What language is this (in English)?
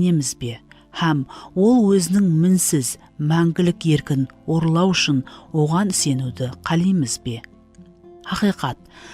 Kara-Kalpak